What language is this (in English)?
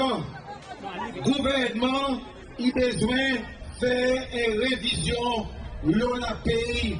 Seselwa Creole French